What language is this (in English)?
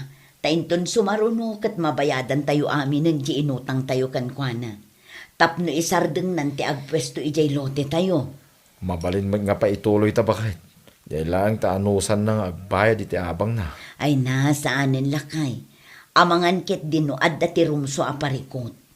Iloko